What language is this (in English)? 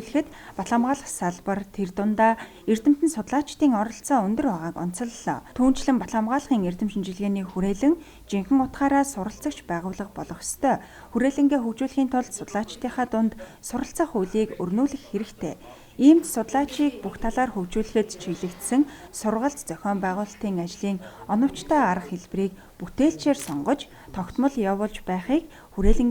Mongolian